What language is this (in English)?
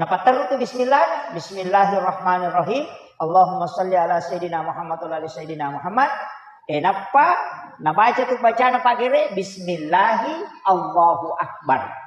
Buginese